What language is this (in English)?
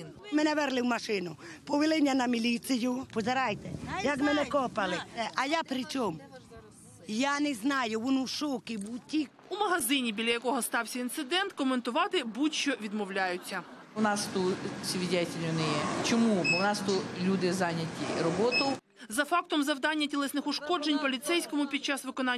Ukrainian